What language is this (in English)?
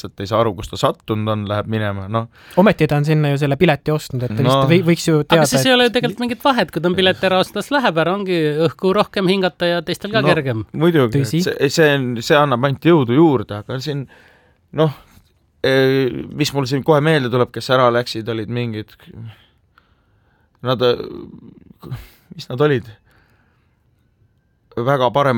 Estonian